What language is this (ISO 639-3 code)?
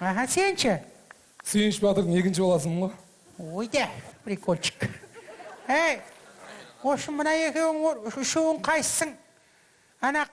kaz